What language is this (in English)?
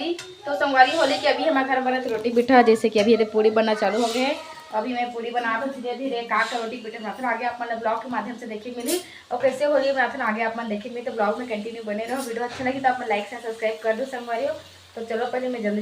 Chhattisgarhi